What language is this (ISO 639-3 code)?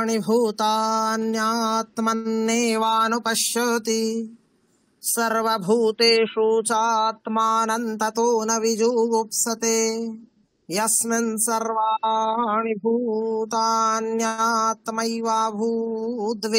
san